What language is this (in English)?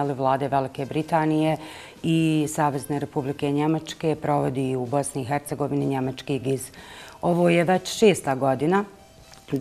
Bosnian